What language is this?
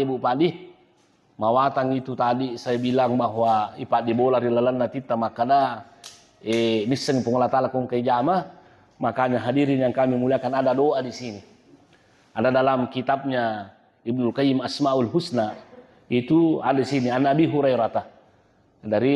Buginese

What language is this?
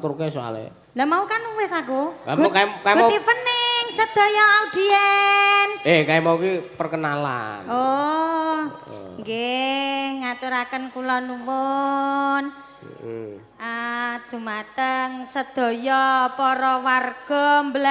Javanese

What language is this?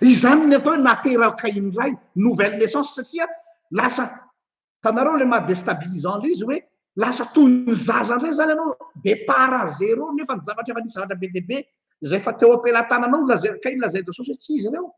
Malagasy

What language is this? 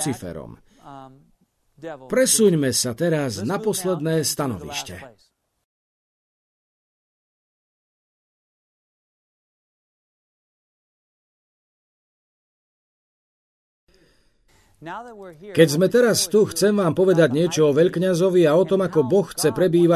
Slovak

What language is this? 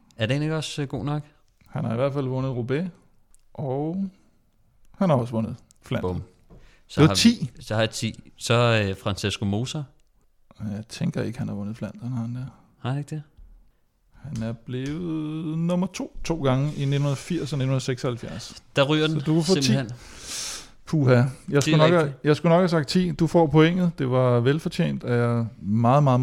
Danish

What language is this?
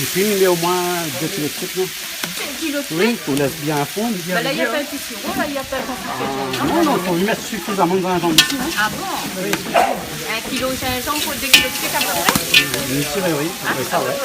Réunion Creole French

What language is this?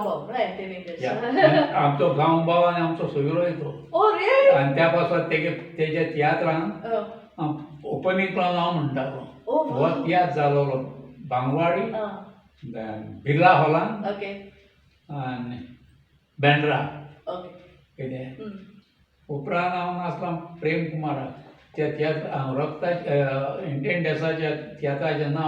Konkani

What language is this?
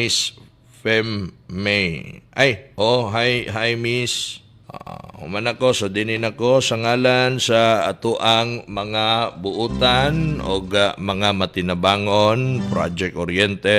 Cebuano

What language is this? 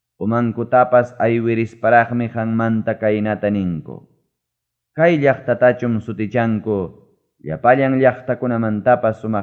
Ayacucho Quechua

